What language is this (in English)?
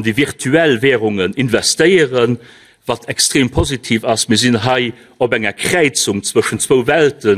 Luxembourgish